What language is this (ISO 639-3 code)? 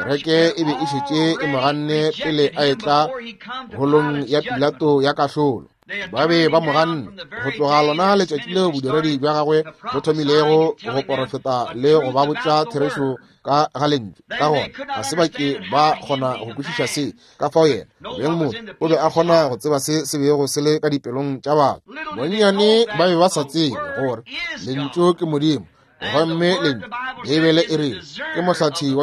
nso